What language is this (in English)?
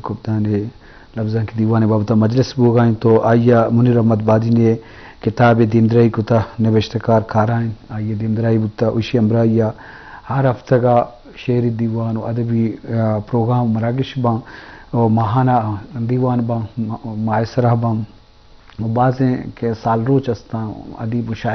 Eastern Balochi